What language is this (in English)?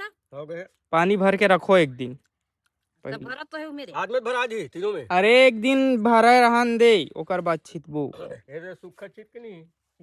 Chhattisgarhi